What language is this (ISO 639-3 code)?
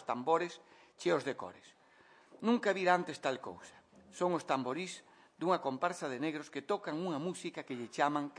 glg